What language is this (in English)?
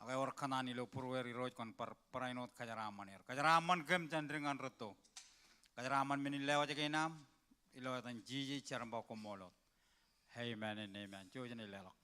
Marshallese